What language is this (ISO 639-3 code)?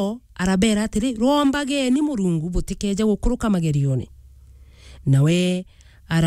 mer